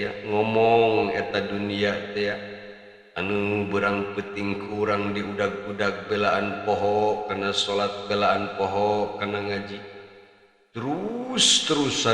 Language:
Sundanese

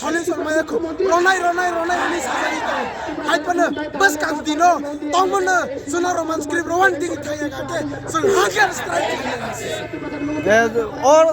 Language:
Riang (India)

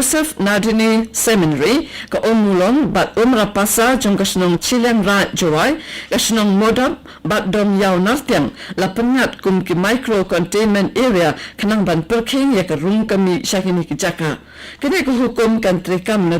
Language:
Khasi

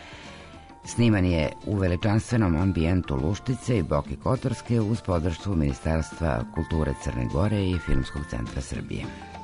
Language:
Serbian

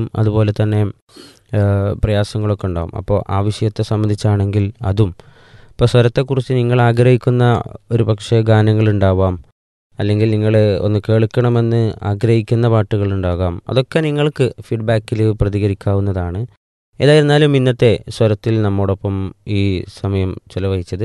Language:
Malayalam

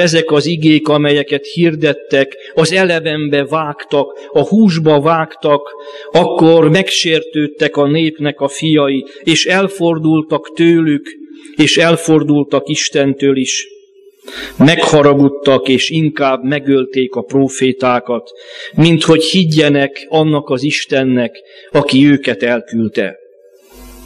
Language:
Hungarian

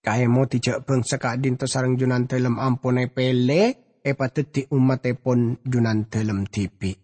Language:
Madurese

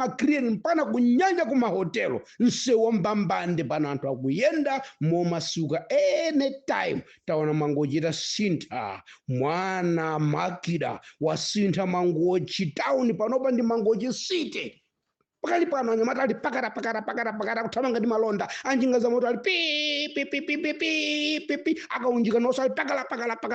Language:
Nyanja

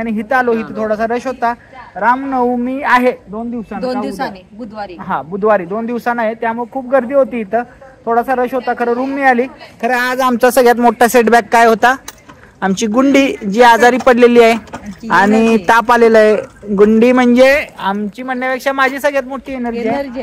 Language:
Marathi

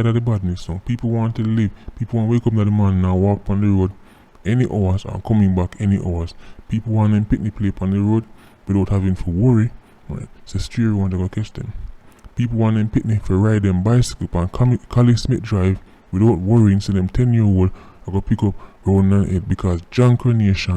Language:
Jamaican Creole English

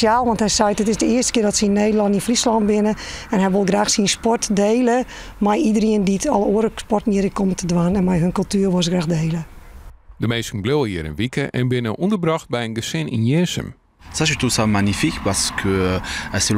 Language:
Western Frisian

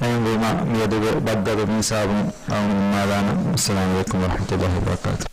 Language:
Divehi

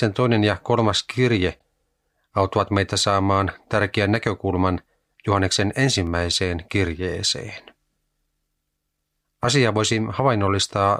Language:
Finnish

